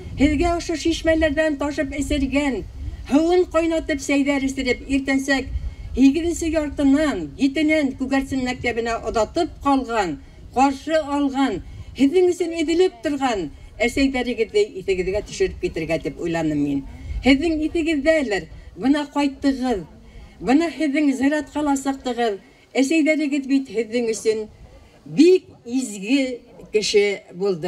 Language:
Bashkir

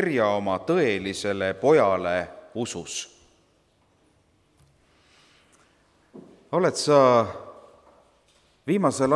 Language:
Estonian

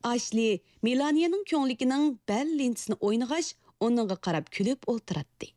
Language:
Uyghur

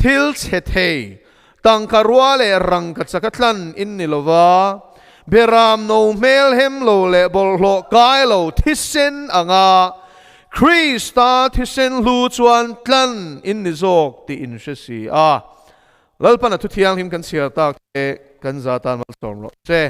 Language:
Mizo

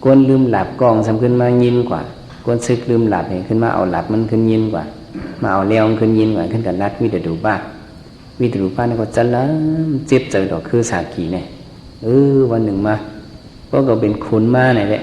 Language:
Shan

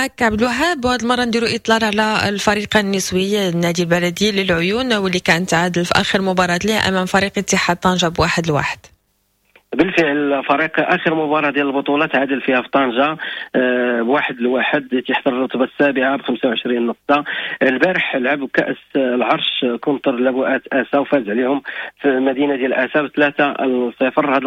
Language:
Moroccan Arabic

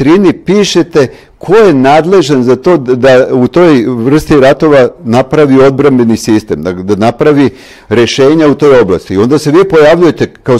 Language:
Serbian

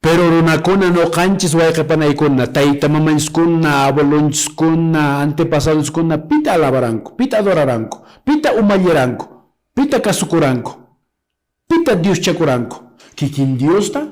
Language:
Quechua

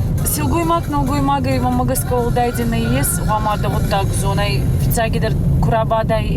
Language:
Ossetic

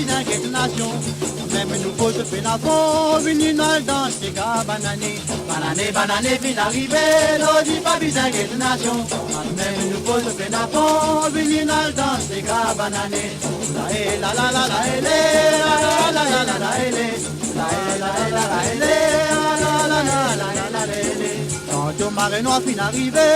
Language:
Morisyen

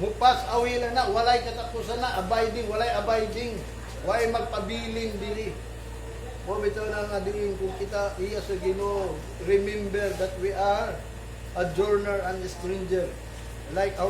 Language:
Cebuano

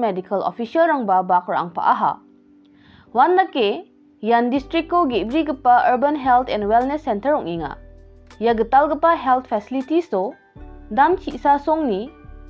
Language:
Garo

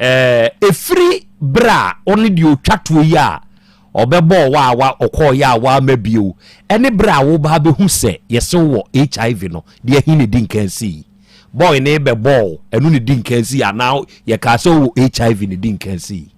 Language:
Akan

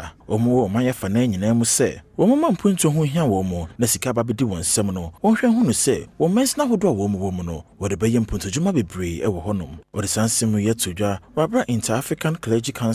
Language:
Akan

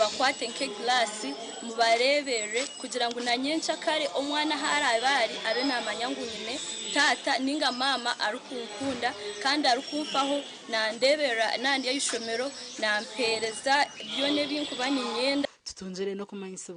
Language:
Nyankole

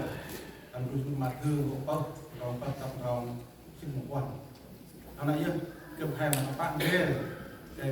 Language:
Central Mnong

